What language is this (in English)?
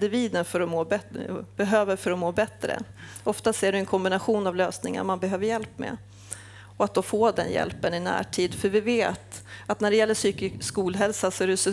Swedish